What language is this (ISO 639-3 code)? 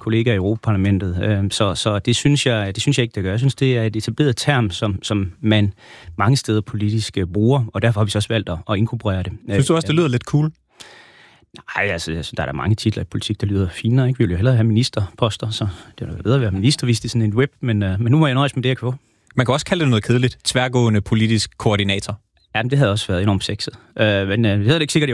dan